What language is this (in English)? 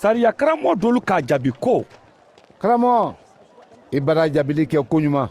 Mandingo